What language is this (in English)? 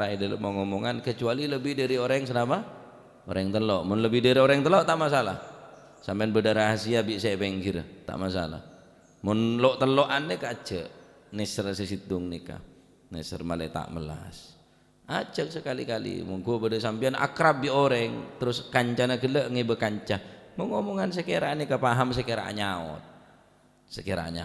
Madurese